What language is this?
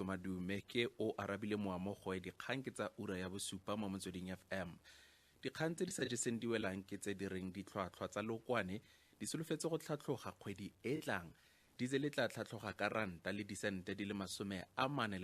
Tswana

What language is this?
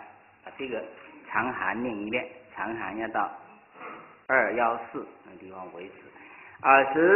Chinese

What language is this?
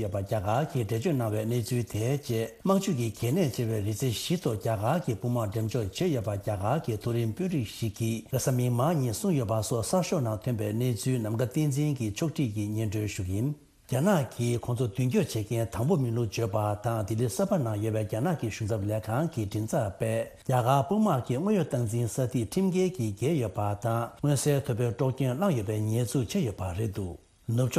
Tibetan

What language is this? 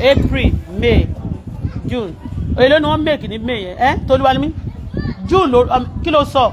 Yoruba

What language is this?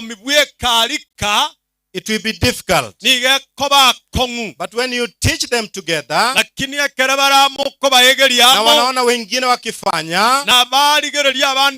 Gusii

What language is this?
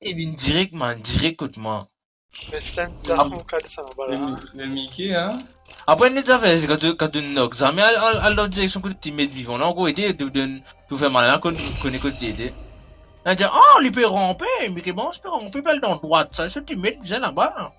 Morisyen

